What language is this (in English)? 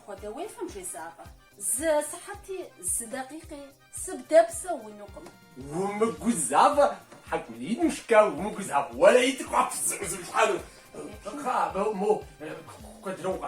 Kabardian